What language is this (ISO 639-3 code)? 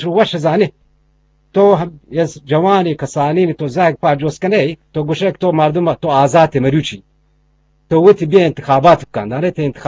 bgp